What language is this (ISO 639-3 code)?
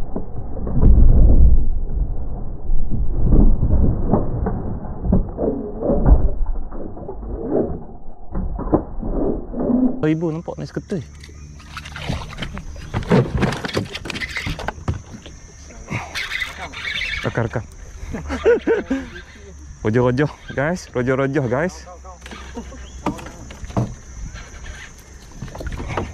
msa